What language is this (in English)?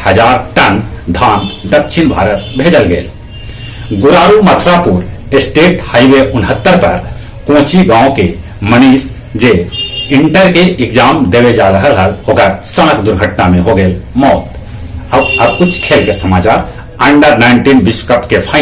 Magahi